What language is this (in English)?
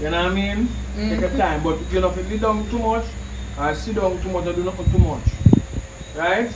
Jamaican Creole English